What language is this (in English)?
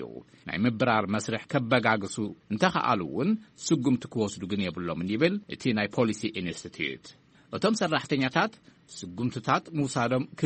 Tigrinya